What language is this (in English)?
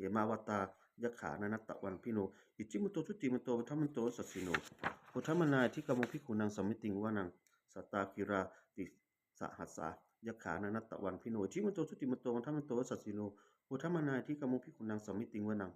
Pali